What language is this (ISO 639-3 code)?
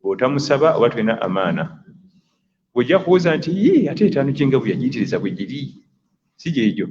lug